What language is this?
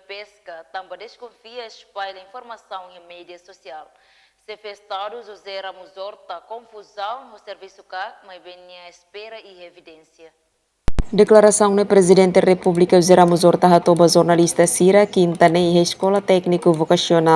Tetum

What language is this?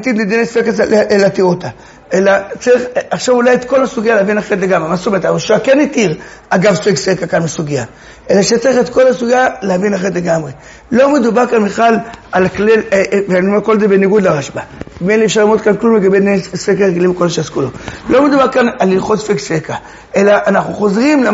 Hebrew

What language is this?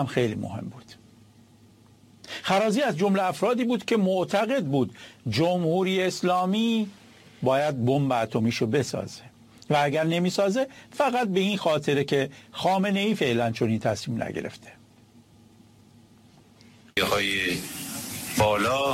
Persian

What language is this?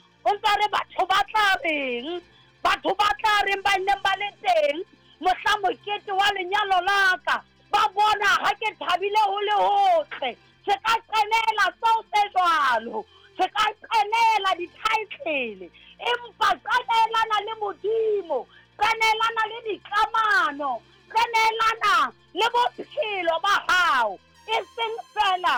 Southern Sotho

